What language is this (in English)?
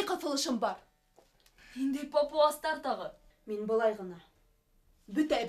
Bashkir